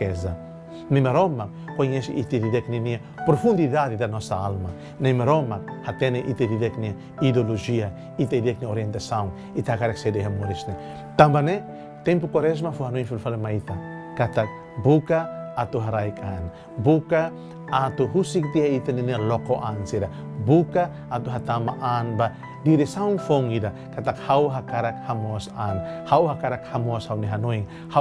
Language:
Tetum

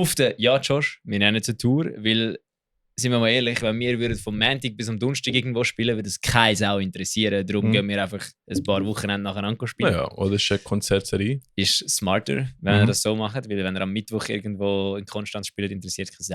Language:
Swiss German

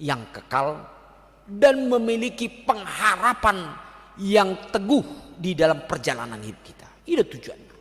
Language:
Batak Toba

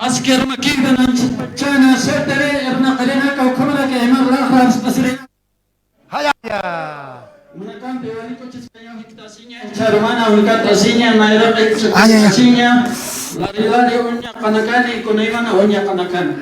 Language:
Aymara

